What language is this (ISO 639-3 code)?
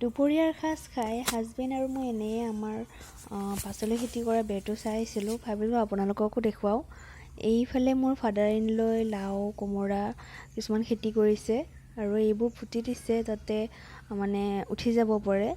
asm